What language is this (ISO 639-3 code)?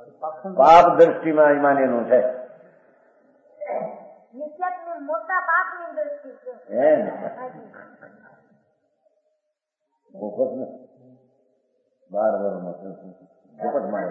guj